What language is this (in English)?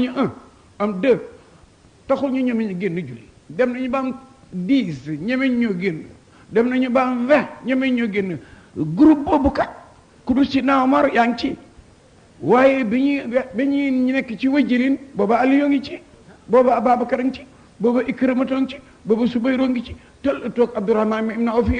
Wolof